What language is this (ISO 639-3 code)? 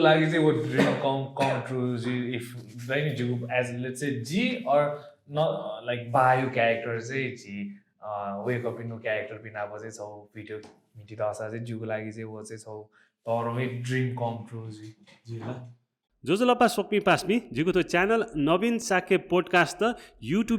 new